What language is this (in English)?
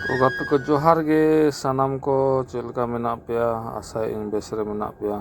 Santali